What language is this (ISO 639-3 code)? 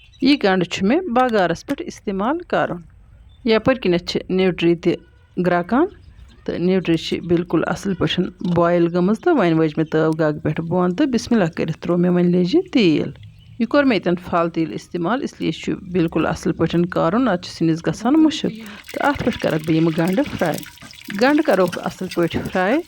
kas